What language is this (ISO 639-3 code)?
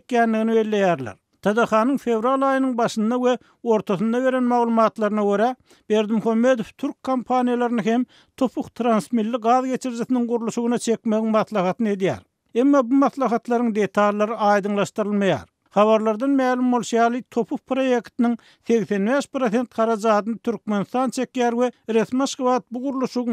tuk